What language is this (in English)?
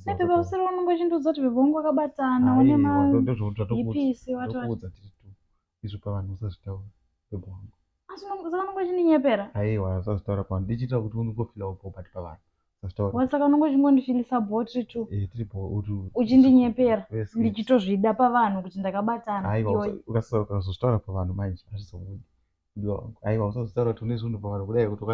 Shona